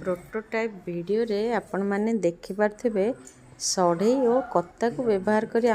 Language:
Odia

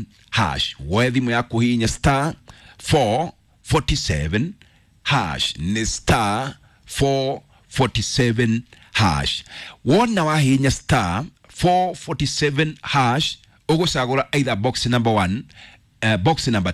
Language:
Kikuyu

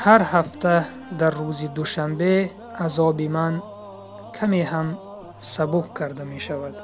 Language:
Tajik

